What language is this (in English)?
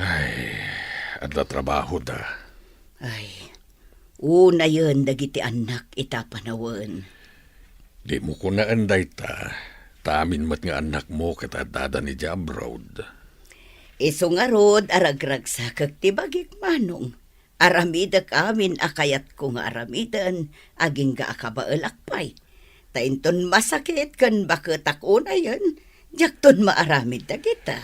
Iloko